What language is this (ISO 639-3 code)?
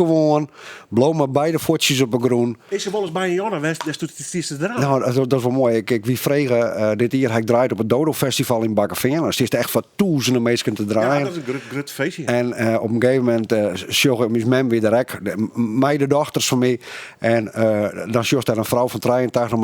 fry